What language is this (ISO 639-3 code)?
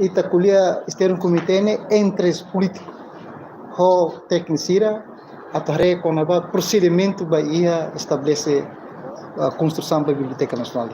tet